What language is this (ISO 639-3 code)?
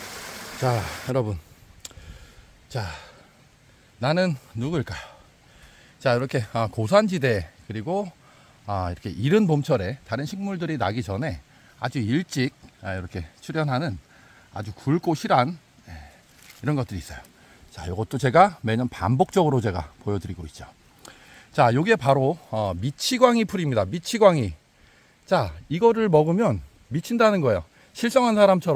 kor